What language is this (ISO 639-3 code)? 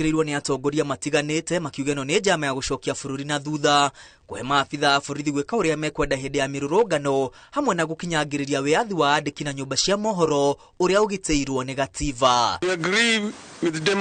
kik